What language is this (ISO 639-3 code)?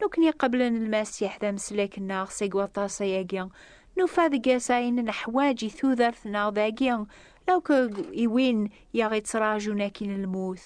kab